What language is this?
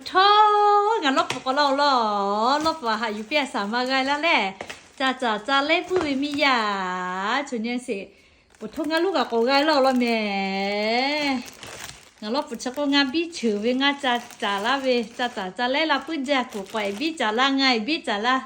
Lahu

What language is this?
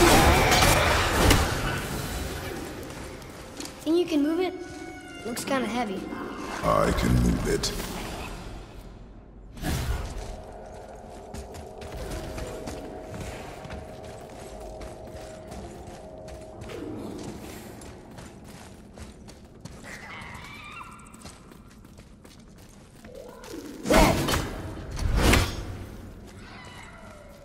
English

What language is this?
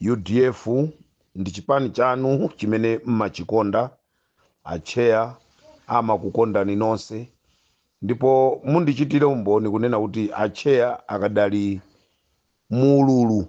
Nyanja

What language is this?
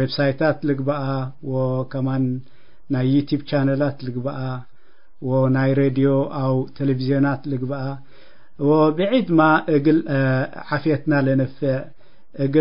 Tigre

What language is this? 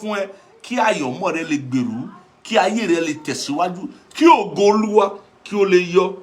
Yoruba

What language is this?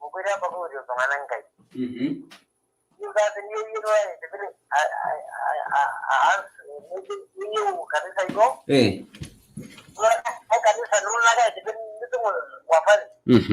Masai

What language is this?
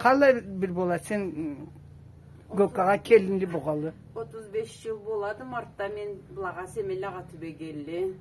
Karachay-Balkar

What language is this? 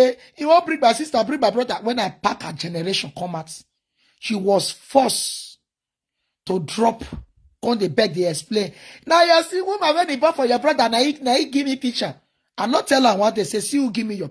Nigerian Pidgin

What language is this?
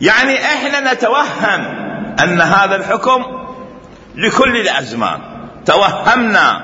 Mesopotamian Arabic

